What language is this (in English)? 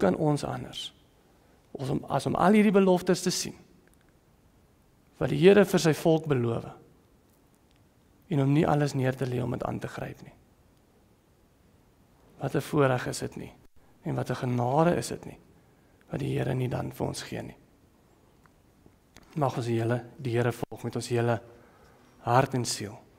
Afrikaans